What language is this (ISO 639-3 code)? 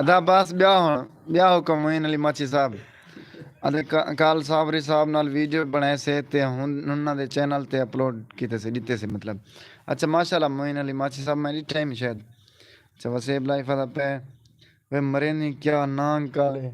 skr